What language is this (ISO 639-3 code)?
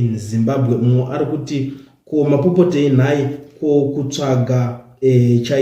sna